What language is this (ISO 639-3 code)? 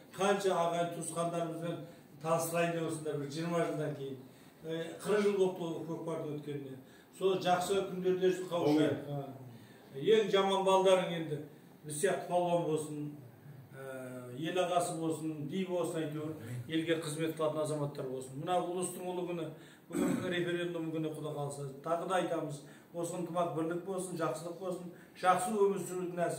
kaz